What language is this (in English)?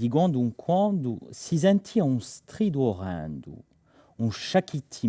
Corsican